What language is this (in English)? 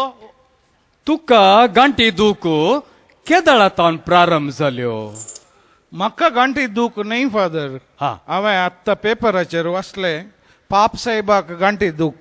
Konkani